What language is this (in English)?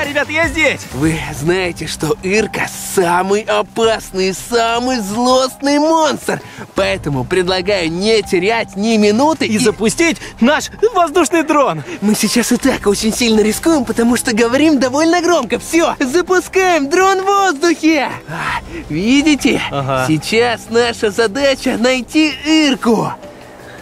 Russian